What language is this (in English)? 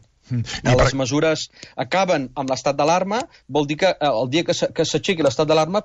Catalan